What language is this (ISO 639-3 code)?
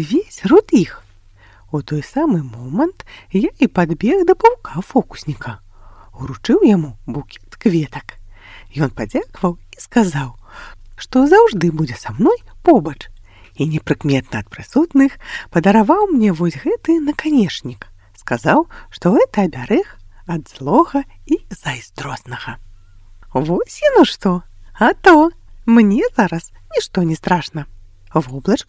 bel